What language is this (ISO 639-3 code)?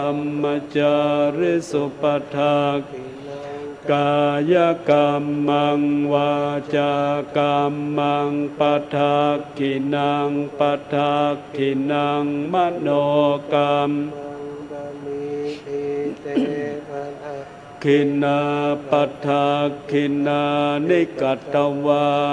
pli